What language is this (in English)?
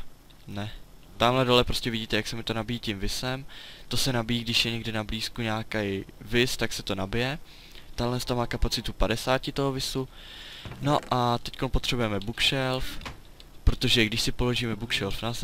Czech